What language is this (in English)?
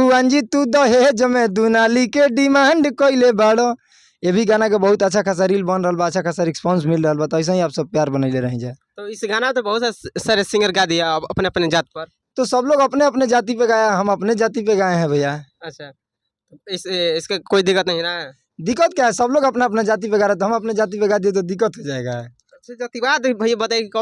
Bhojpuri